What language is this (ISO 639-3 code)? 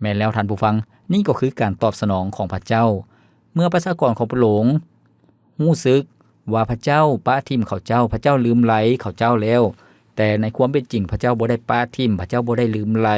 lao